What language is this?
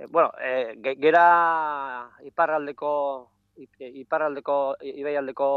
Basque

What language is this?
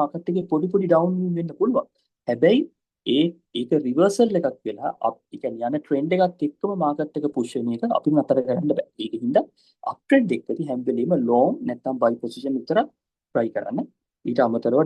Sinhala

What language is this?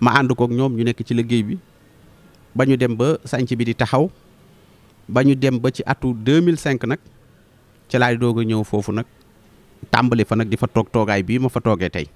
Wolof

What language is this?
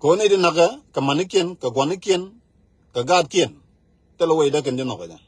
Nuer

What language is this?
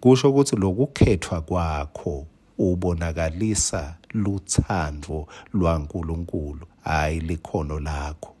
Swati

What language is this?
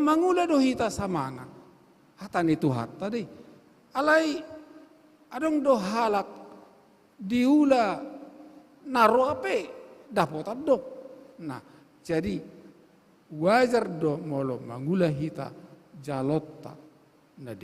Batak Toba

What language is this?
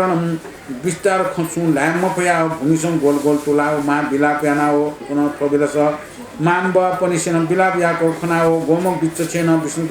Newari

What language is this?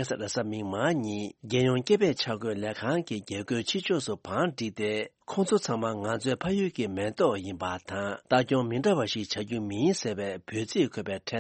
Tibetan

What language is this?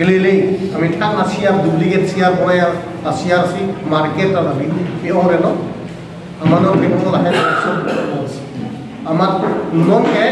Karbi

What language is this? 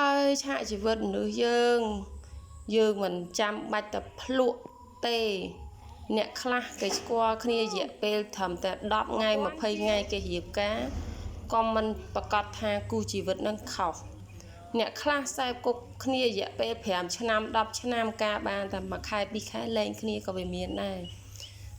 Khmer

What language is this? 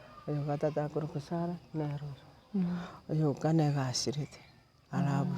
Gusii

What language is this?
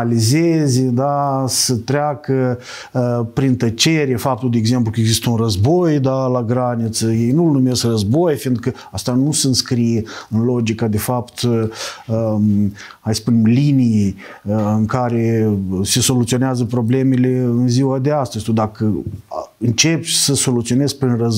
Romanian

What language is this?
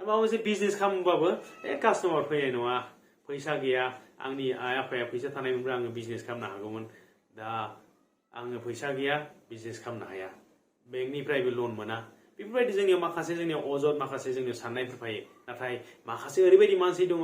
Bodo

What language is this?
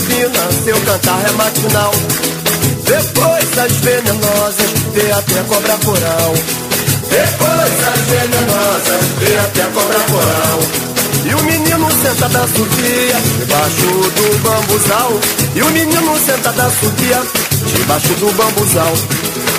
Portuguese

